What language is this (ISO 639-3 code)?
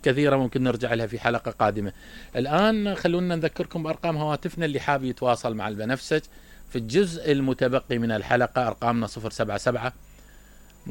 acm